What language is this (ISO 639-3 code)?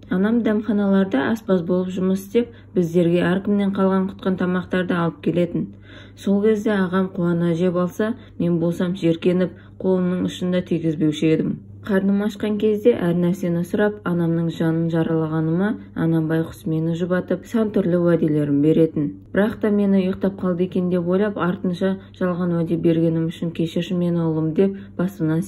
kaz